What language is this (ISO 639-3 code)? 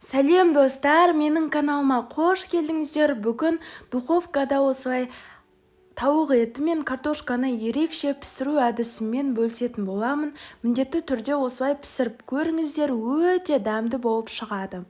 kaz